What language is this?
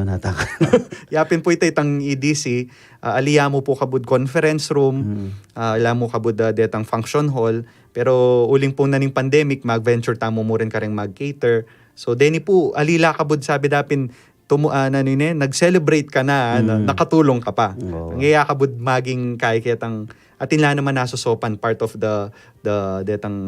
Pampanga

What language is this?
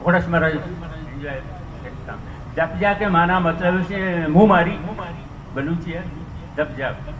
Eastern Balochi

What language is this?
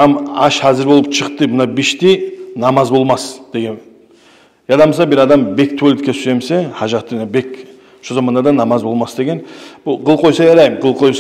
Kumyk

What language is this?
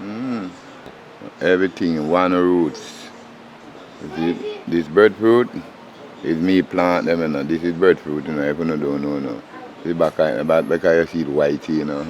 Jamaican Creole English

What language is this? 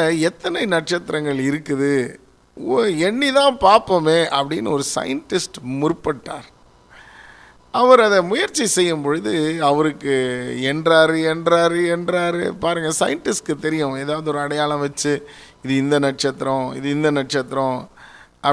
Tamil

